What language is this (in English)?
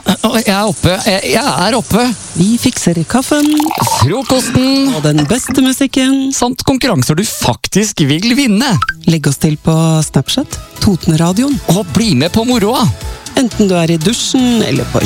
Norwegian